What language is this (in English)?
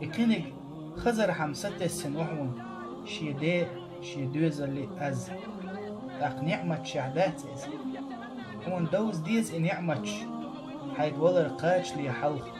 Chechen